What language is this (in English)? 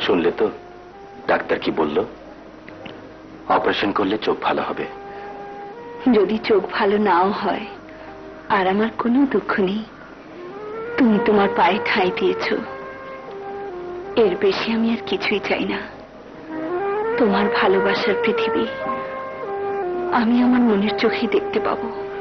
Bangla